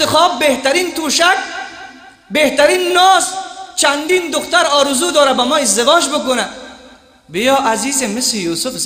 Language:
Persian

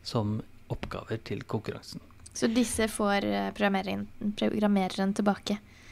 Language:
Norwegian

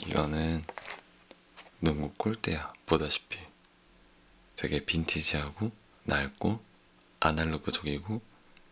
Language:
Korean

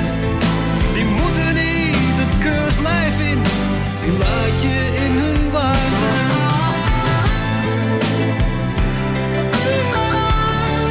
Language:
Dutch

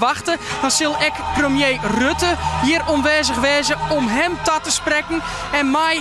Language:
Western Frisian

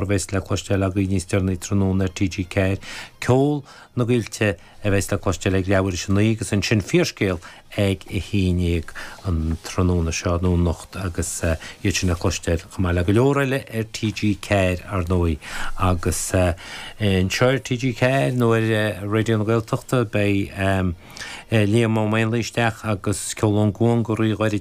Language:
Irish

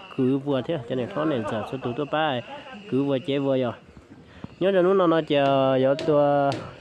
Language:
Vietnamese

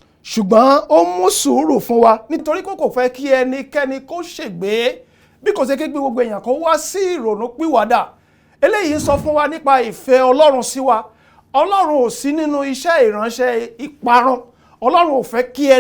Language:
Yoruba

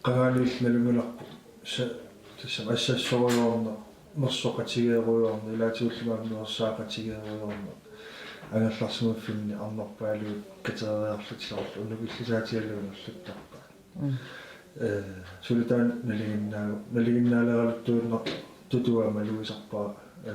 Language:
Kalaallisut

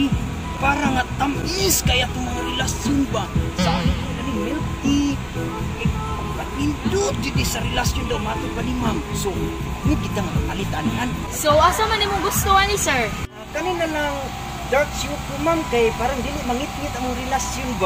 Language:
Cebuano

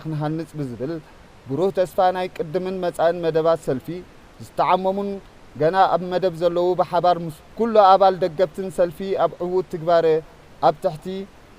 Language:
Tigrinya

